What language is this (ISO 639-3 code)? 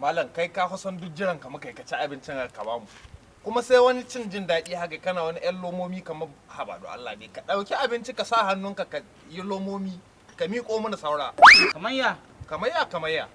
hau